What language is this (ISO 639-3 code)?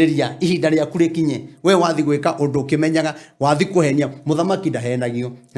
kik